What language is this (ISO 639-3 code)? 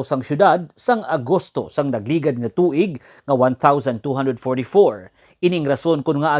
hil